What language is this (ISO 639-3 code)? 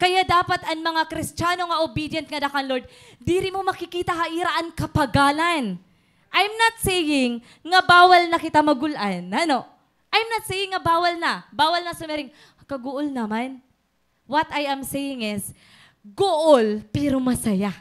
war